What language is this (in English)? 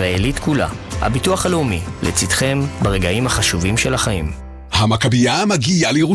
Hebrew